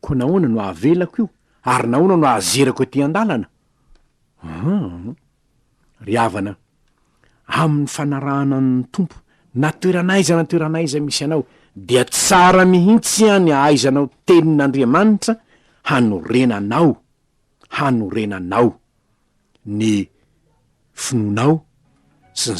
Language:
Malagasy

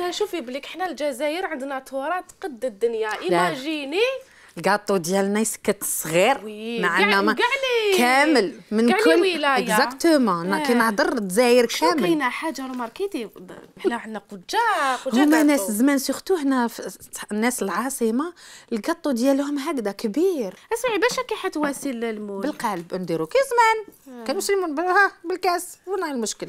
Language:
Algerian Arabic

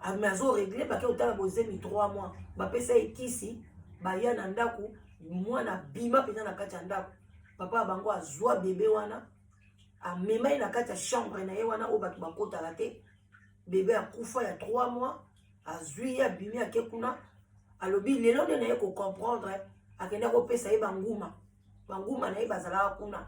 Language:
Lingala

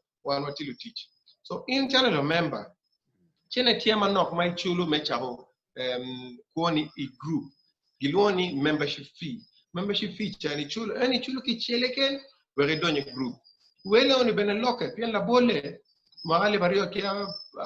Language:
Acoli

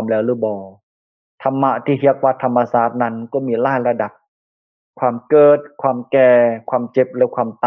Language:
Lao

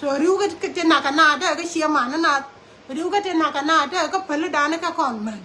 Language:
Nuer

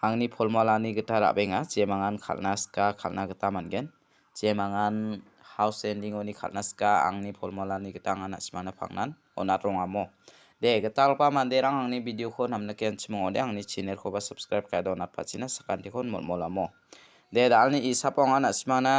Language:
Garo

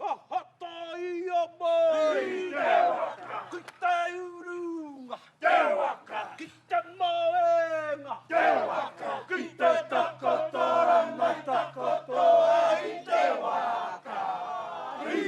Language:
Māori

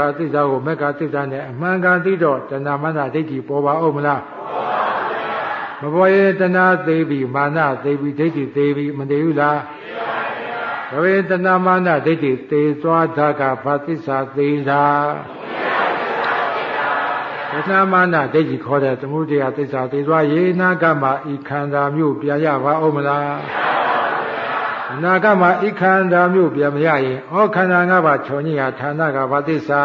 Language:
Burmese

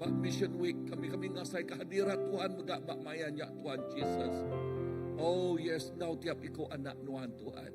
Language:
Iban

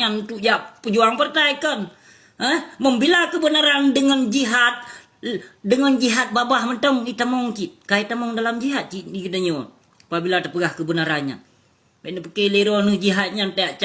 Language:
Achinese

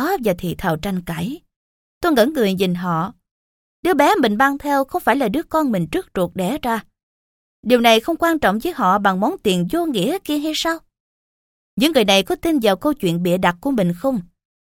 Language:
Vietnamese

